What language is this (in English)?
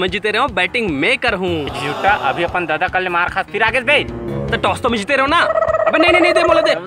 Chhattisgarhi